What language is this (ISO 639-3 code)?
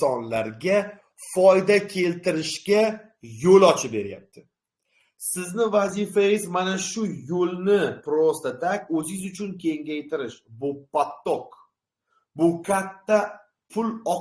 uzb